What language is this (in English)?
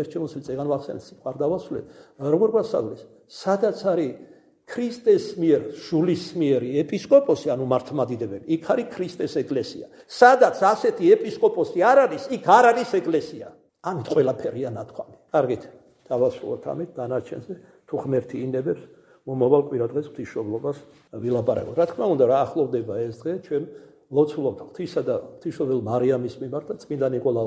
Georgian